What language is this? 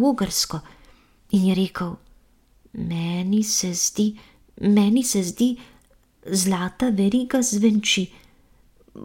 Slovenian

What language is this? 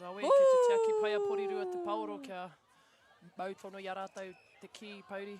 Māori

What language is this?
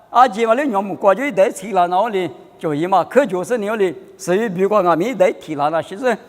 Lisu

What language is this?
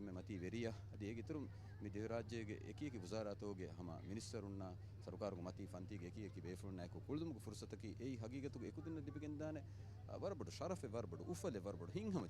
Divehi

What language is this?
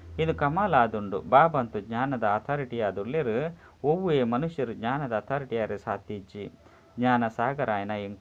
Tulu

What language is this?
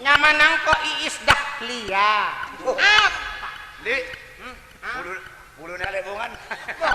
Madurese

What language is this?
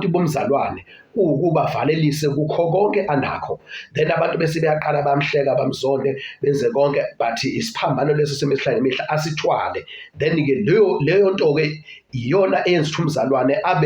Zulu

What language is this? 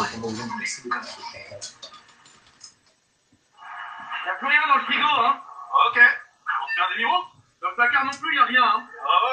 French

